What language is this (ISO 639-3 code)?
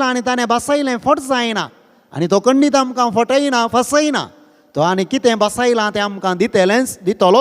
kok